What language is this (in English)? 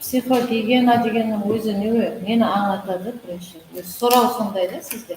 Kara-Kalpak